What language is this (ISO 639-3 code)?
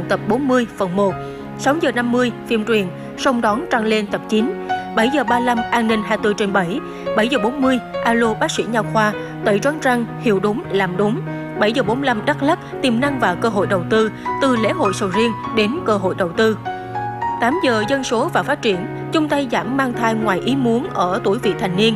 vie